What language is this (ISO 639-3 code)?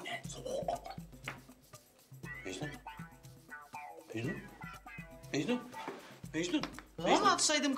tur